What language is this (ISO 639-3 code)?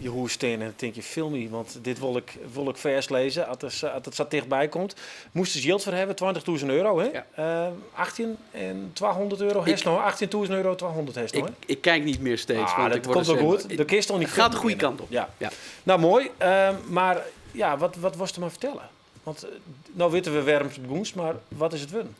fry